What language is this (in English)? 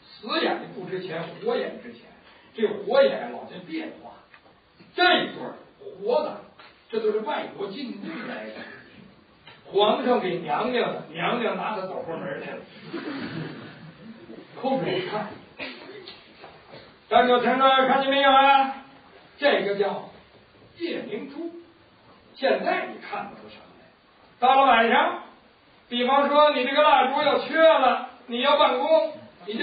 Chinese